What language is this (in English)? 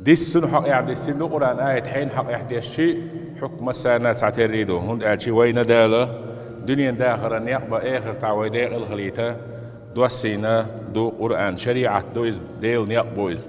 Chechen